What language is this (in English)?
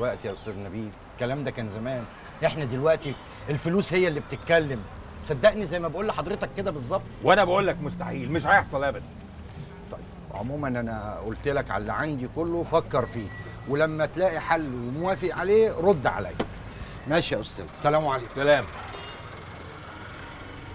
Egyptian Arabic